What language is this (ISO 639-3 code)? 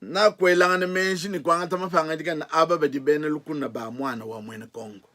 lua